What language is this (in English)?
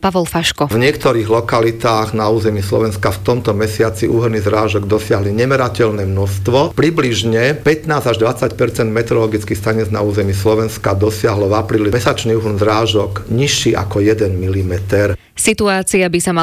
Slovak